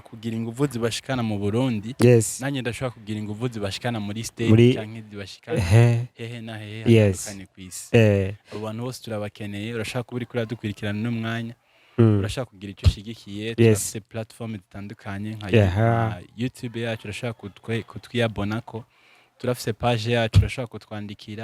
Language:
Rundi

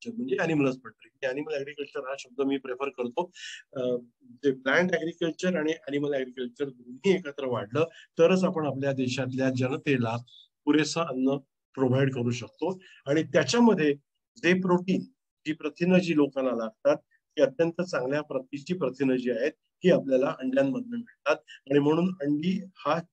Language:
Marathi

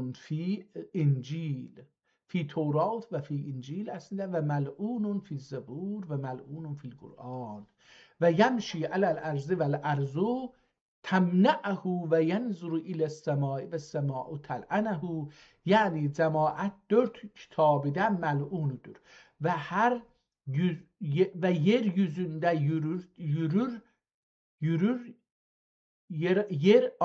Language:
South Azerbaijani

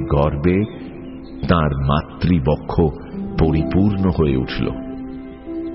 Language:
Bangla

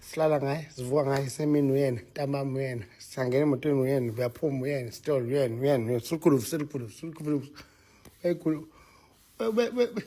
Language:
Zulu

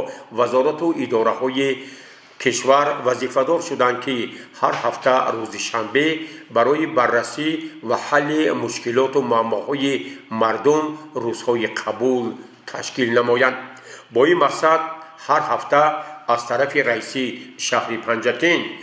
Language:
Tajik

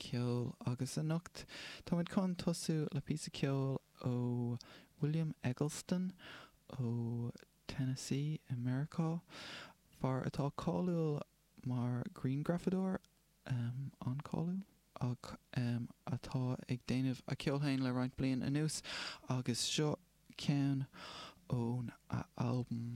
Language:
Irish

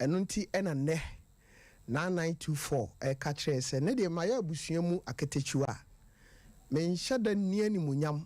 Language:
Akan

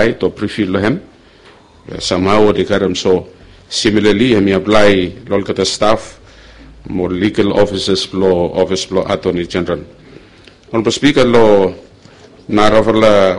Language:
Bislama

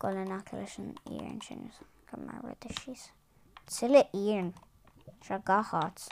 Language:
Irish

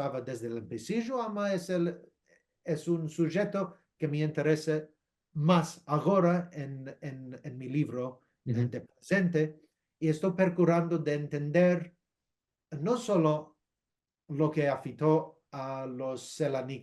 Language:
Ladino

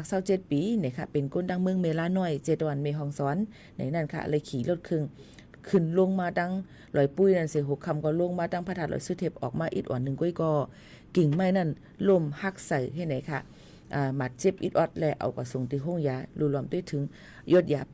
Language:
Shan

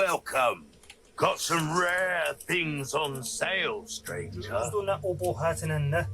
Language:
South Azerbaijani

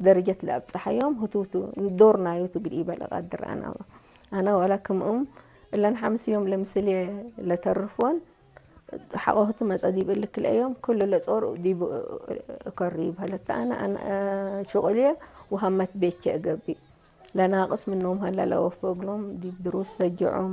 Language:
Tigre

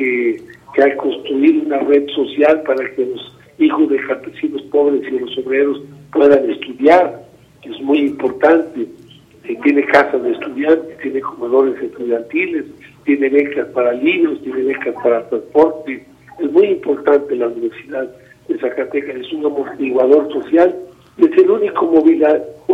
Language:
Spanish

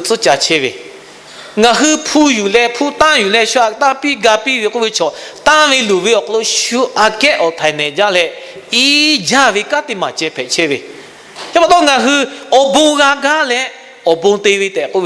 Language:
Lahu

